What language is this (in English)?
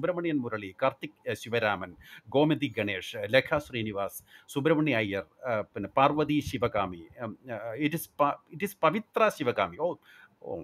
Malayalam